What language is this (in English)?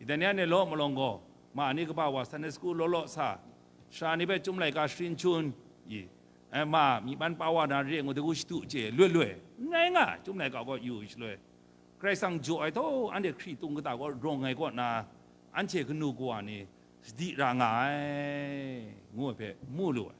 Kachin